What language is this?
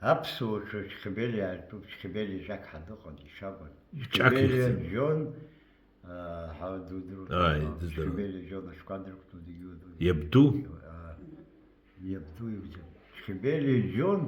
Abkhazian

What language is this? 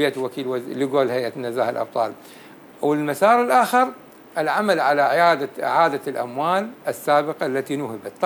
North Levantine Arabic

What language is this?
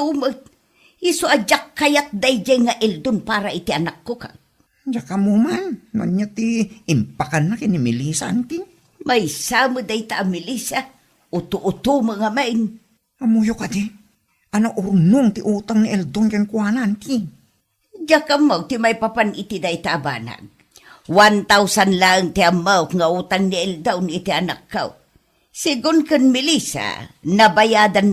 Iloko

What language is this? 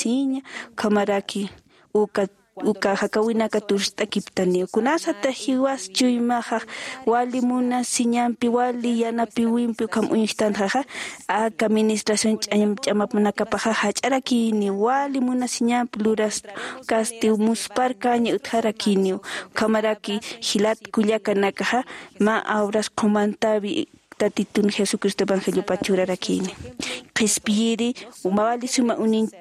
Aymara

